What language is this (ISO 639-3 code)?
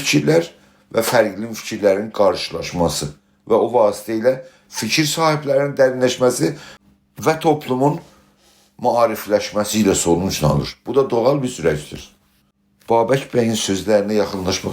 azb